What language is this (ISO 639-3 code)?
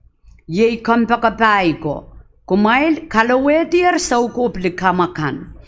pon